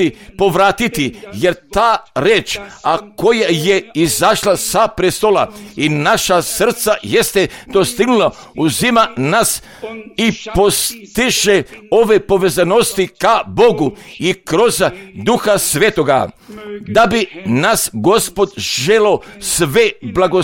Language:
Croatian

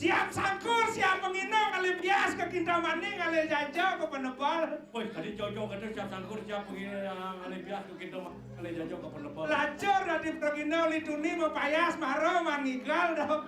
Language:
Balinese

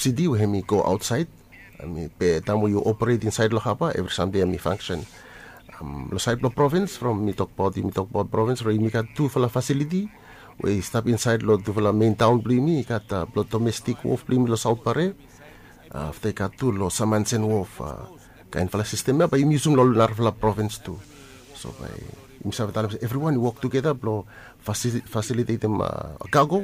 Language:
Bislama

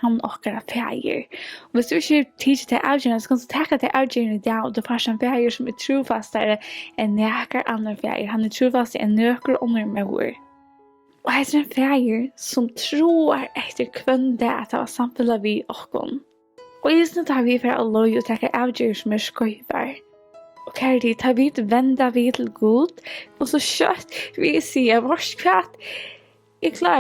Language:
Faroese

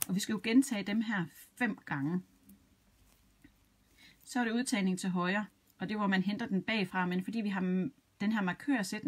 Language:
Danish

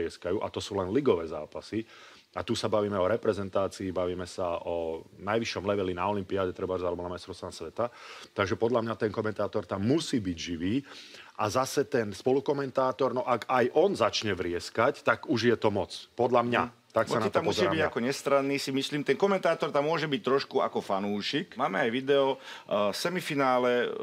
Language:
Slovak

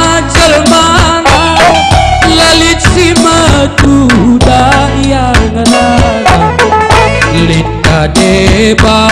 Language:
Batak Karo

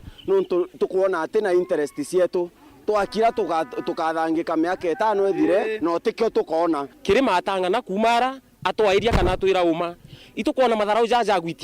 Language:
Meru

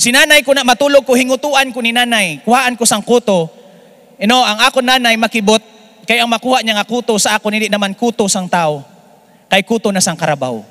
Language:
Hiligaynon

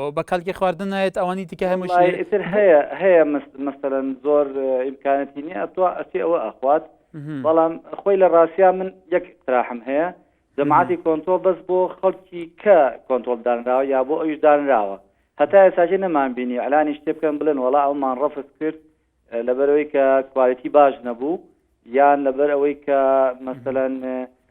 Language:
Central Kurdish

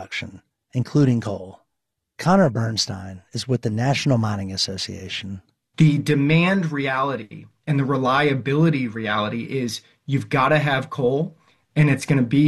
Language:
English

